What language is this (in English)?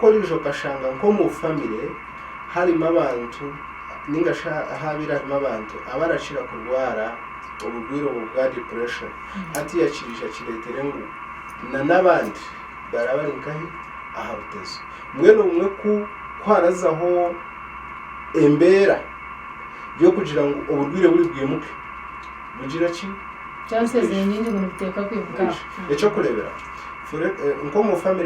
Nyankole